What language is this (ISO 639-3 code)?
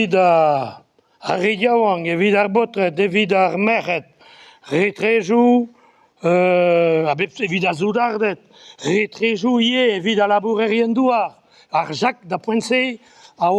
bre